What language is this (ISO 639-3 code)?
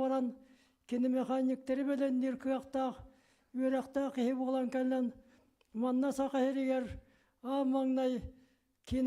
sah